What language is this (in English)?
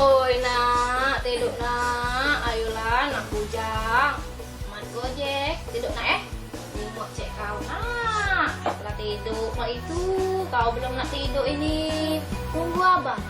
Musi